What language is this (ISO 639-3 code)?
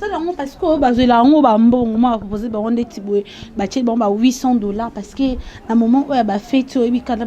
lin